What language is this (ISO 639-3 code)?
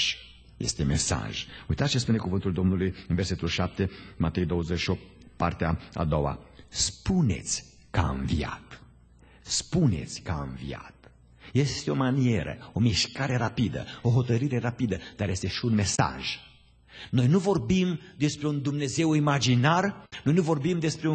ron